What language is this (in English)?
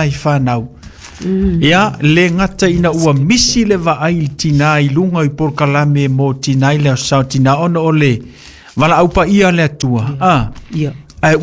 Samoan